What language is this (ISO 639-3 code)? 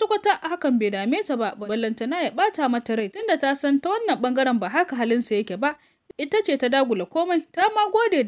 hau